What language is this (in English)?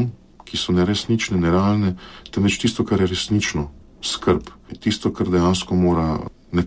Slovenian